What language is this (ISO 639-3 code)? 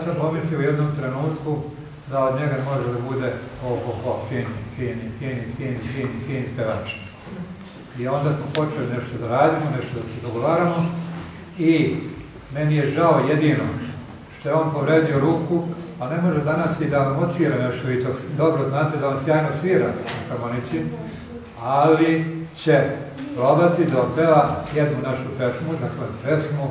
srp